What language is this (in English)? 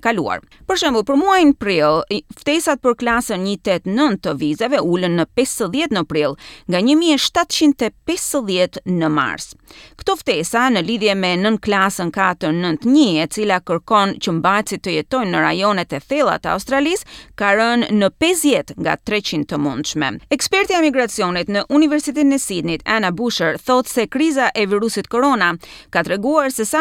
Albanian